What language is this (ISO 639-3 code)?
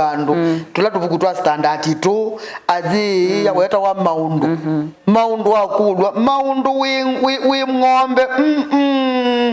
kam